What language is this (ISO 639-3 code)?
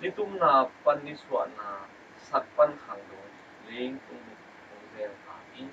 ctd